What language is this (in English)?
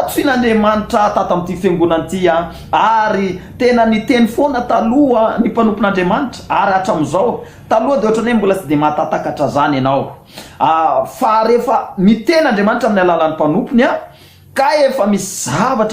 Malagasy